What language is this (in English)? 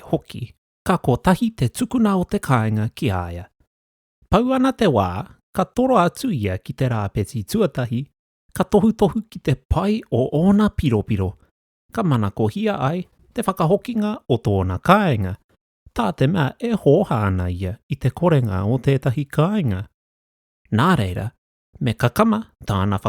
Māori